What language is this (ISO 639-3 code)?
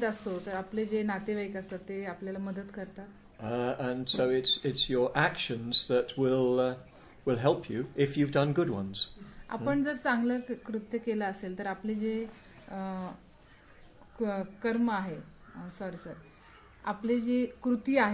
mar